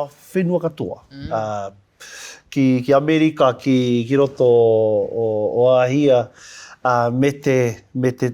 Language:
Māori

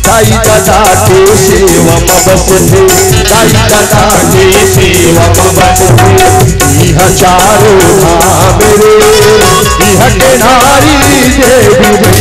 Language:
Chhattisgarhi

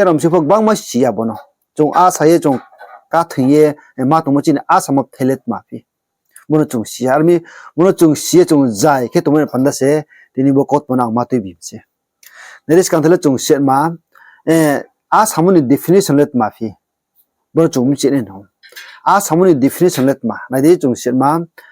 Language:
Riang (India)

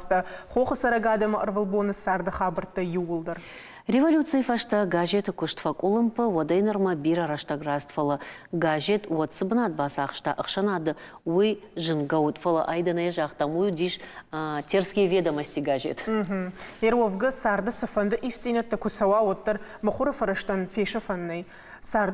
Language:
Ossetic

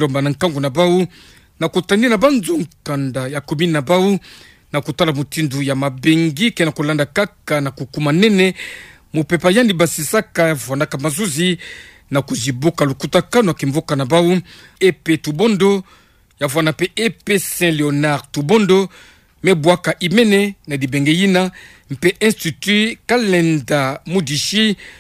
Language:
Kituba (Democratic Republic of Congo)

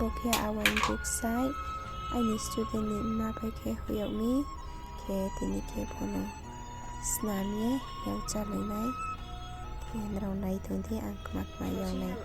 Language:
Riang (India)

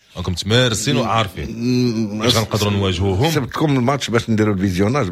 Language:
Moroccan Arabic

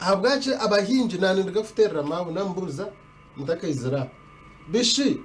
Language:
Nyankole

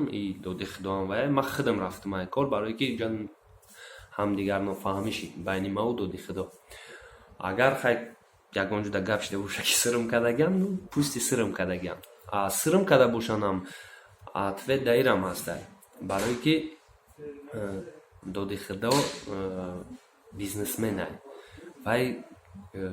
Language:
Tajik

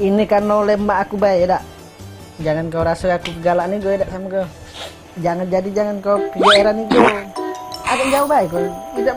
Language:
Musi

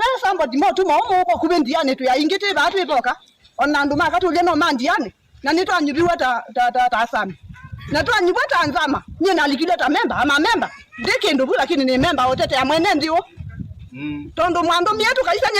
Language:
Kamba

